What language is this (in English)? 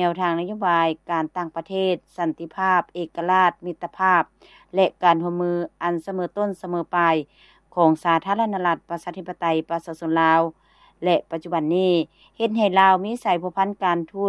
Lao